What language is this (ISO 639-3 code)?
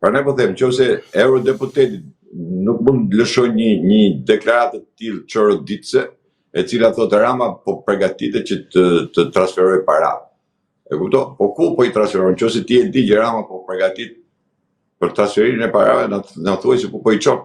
sqi